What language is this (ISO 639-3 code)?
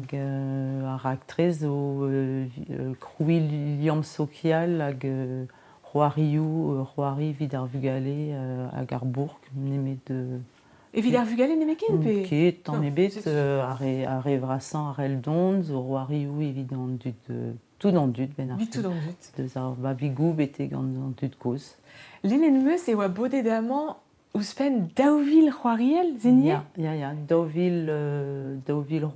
bre